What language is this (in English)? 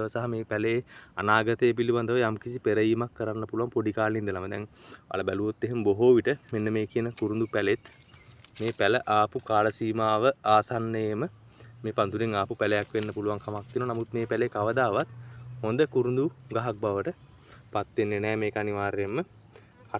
Sinhala